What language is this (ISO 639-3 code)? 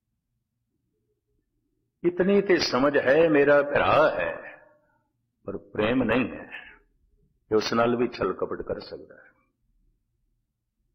pan